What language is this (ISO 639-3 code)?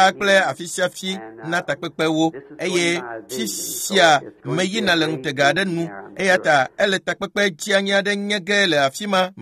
ewe